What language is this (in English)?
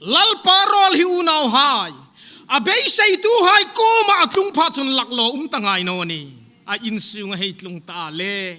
Hmar